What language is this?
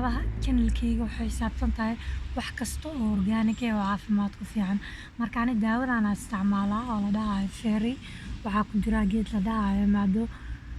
Somali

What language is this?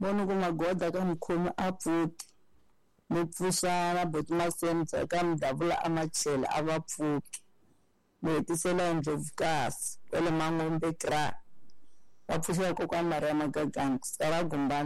Tsonga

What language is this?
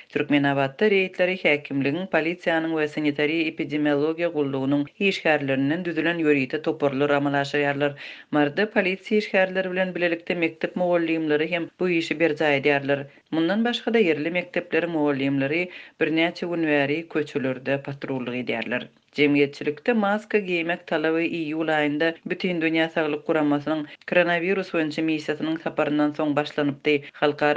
Turkmen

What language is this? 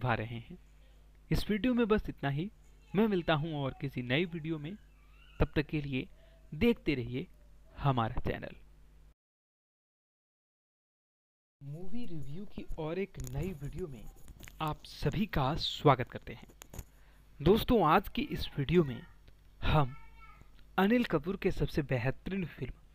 Hindi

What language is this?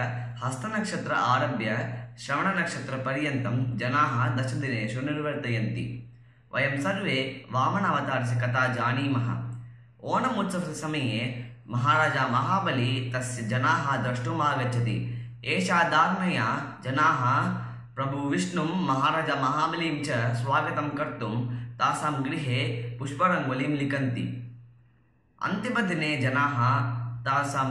Sanskrit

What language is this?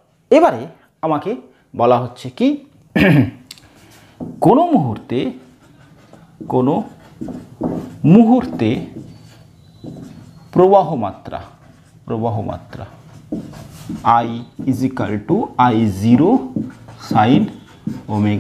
Bangla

